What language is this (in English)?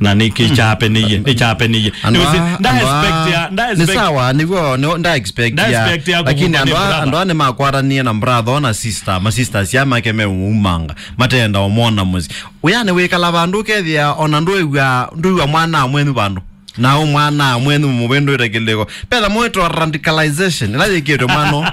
Kamba